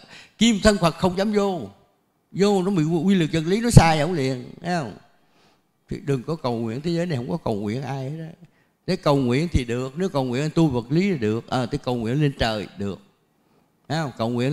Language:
Vietnamese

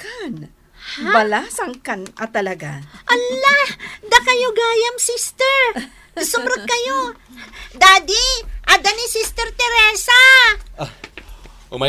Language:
Iloko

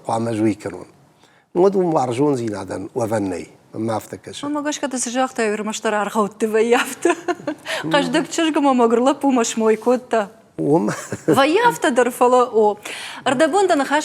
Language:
Ossetic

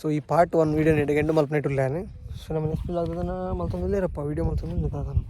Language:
Tulu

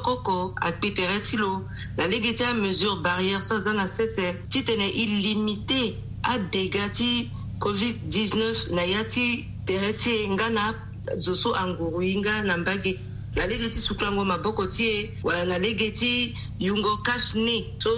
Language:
Sango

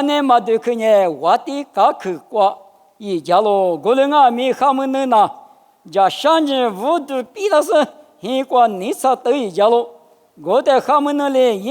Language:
Lisu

